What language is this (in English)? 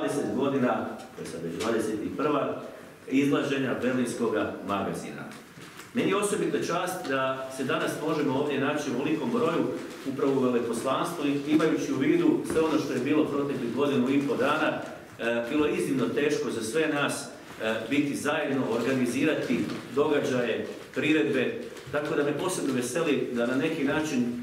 Croatian